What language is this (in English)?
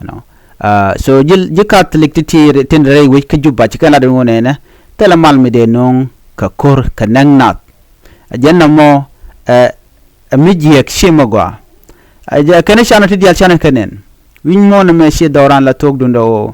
Nuer